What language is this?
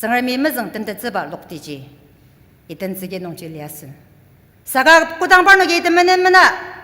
Ao Naga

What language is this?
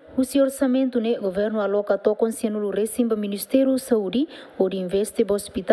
Tetum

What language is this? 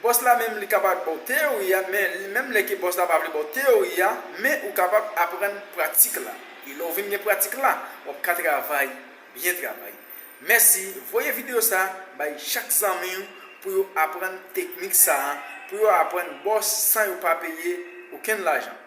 Haitian Creole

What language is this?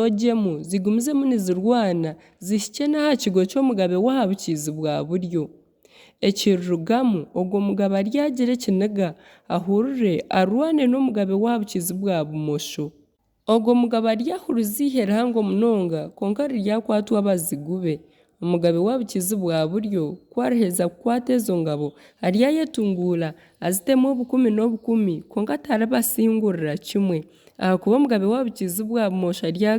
Nyankole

